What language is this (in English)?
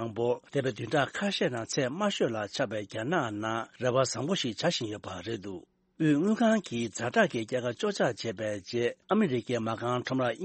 Tibetan